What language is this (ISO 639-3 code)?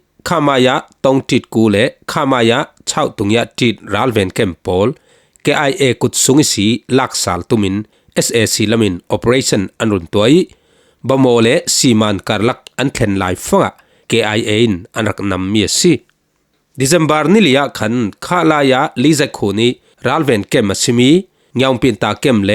cfm